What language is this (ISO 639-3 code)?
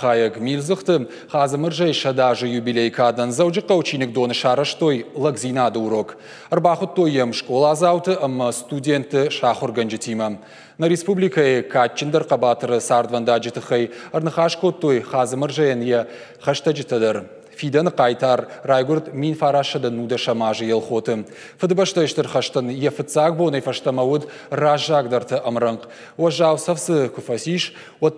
oss